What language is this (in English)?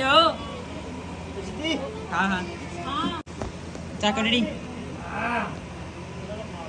Punjabi